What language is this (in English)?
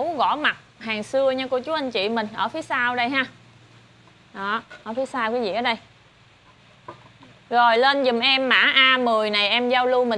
Vietnamese